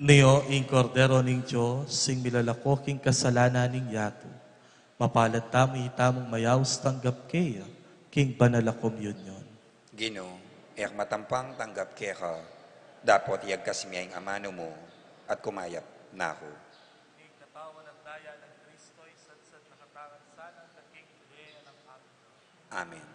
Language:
Pampanga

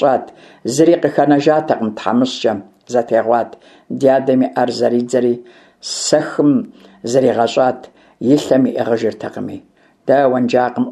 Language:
Kabardian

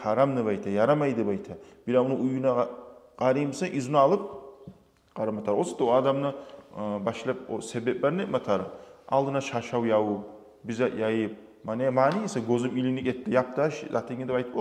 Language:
Kumyk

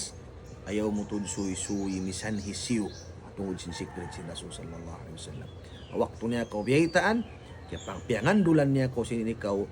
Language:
Tausug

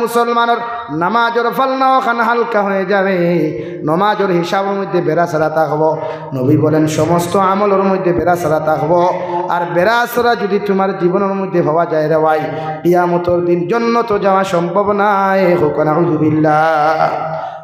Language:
Sylheti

